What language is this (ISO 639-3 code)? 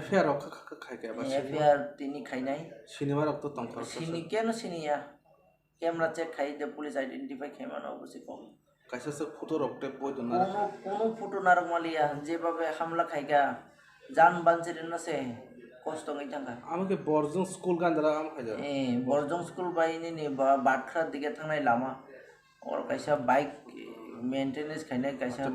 trp